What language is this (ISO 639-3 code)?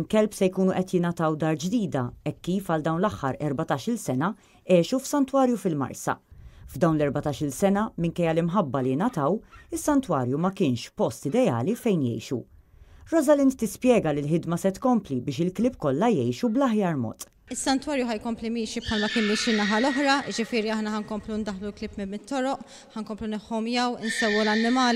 mlt